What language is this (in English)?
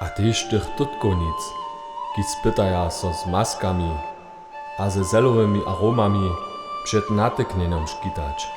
Upper Sorbian